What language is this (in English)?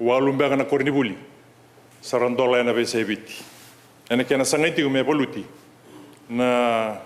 Fijian